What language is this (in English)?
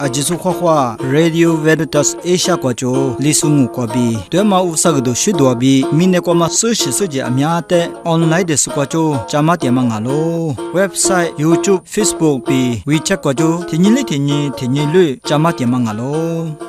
Lisu